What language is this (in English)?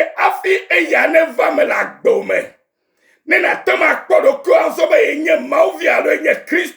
Ewe